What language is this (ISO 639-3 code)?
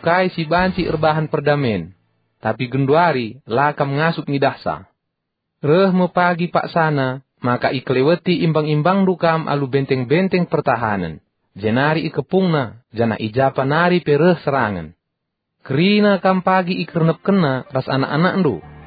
btx